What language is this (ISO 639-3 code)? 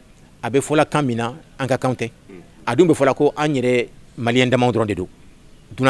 bam